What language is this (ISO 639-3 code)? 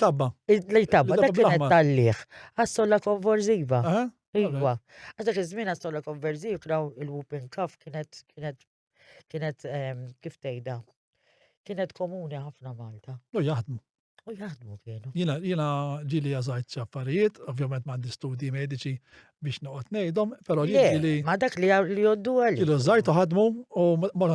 mlt